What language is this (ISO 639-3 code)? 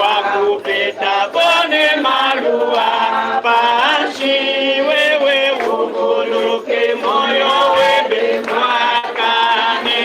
lua